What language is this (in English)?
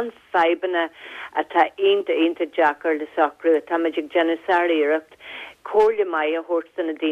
Irish